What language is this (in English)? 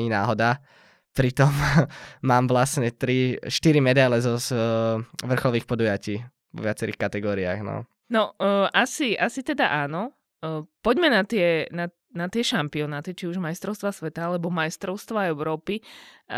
Slovak